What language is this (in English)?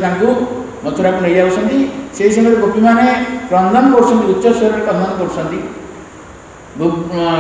Odia